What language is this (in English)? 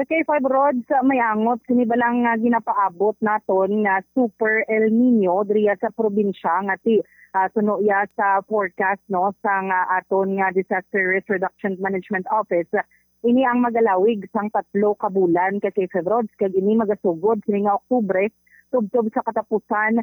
Hiligaynon